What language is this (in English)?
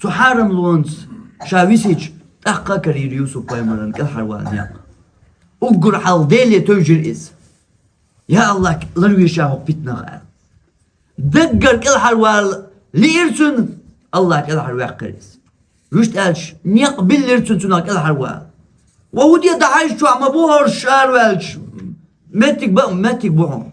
Chechen